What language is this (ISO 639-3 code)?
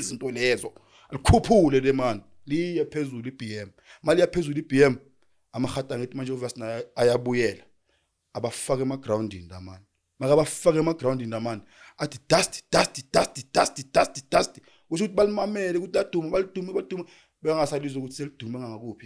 zul